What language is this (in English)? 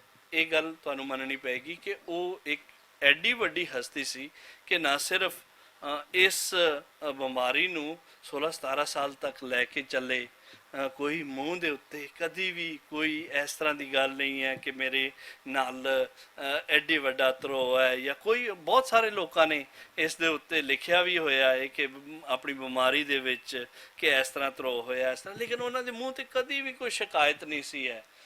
Western Panjabi